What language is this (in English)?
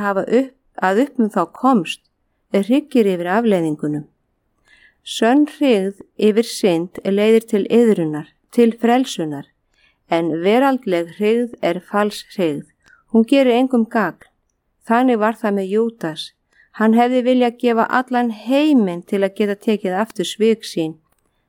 Icelandic